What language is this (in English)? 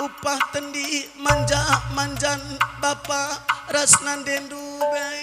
Batak Karo